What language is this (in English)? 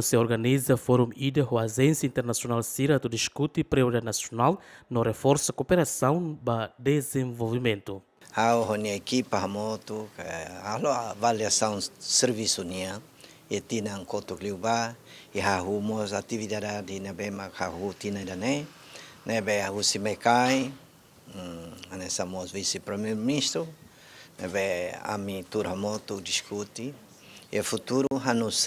Tetum